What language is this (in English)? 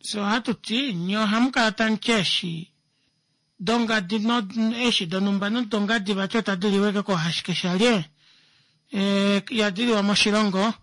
Kuanyama